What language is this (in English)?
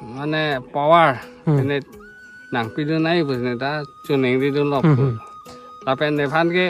Karbi